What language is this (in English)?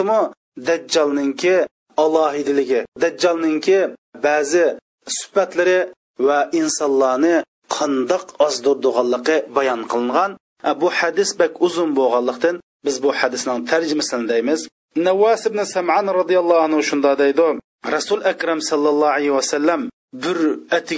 Uyghur